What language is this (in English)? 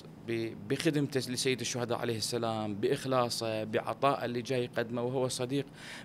Mesopotamian Arabic